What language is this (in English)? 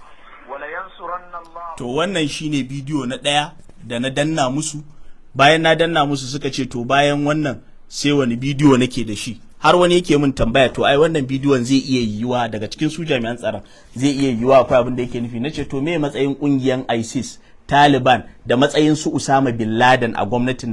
Hausa